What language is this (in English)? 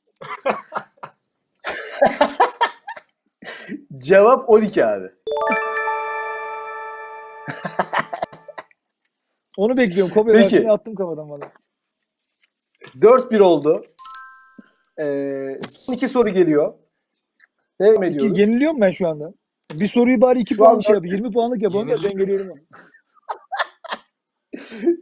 Turkish